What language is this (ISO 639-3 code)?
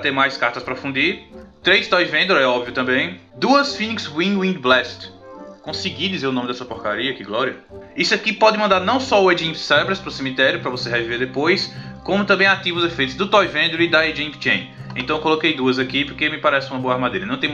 por